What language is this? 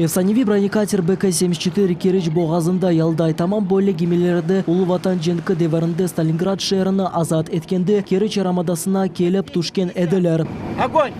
Crimean Tatar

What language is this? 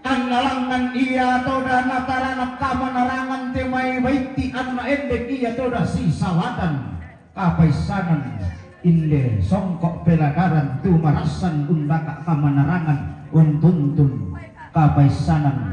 Toraja-Sa'dan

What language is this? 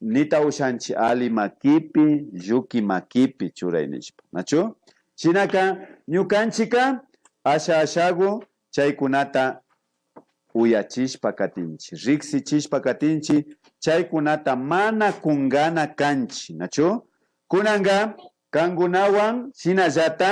Imbabura Highland Quichua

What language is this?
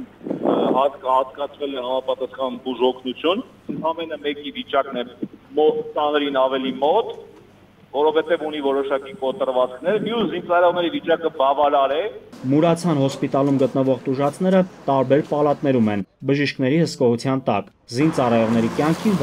Armenian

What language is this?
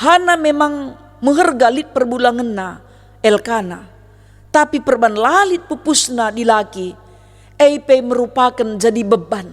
Batak Karo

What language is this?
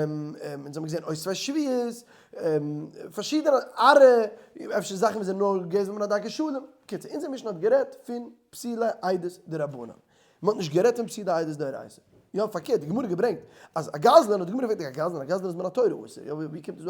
Yiddish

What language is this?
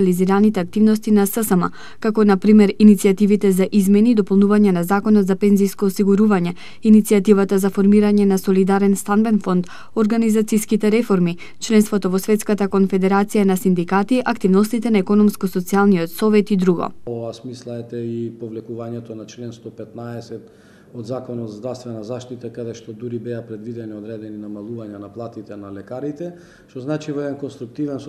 Macedonian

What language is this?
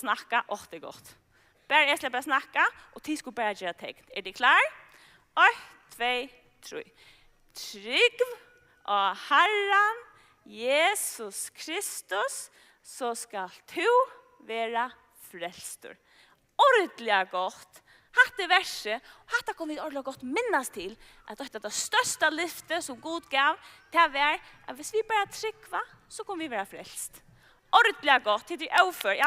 Faroese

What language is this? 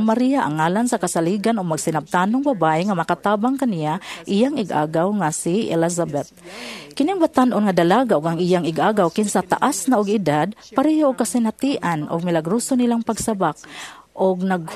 Cebuano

